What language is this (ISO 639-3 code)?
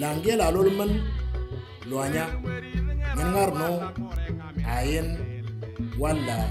mor